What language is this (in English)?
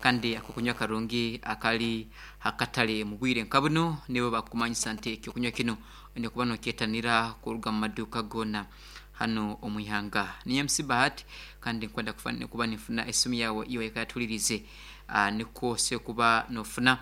Nyankole